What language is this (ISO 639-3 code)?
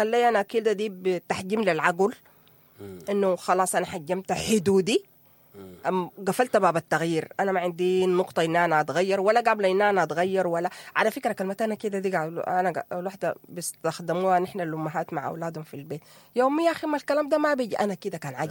apd